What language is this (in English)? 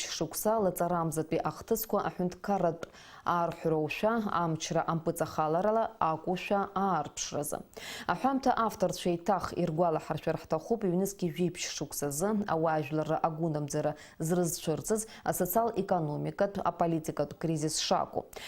Abkhazian